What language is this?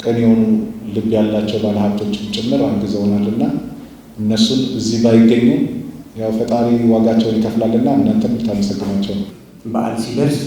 Amharic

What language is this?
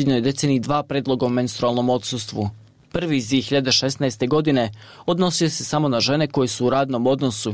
Bosnian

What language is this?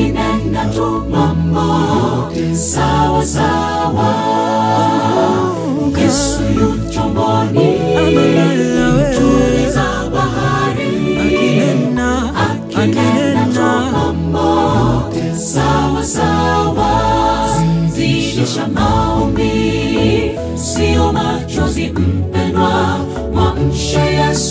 Swahili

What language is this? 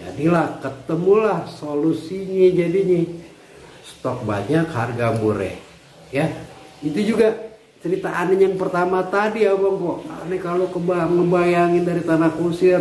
Betawi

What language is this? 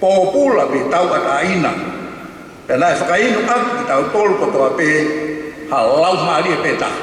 Tongan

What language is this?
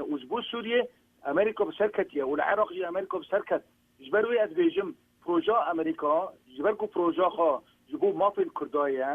Kurdish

